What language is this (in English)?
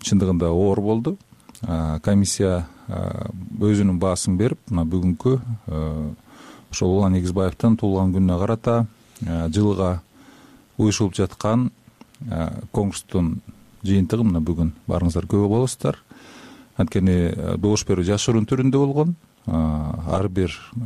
Kyrgyz